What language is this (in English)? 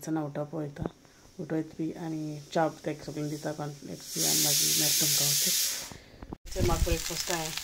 Konkani